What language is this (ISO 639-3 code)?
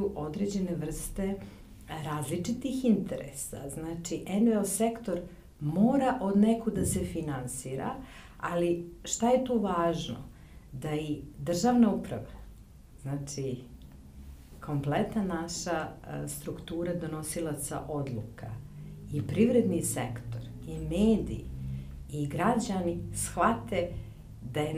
srp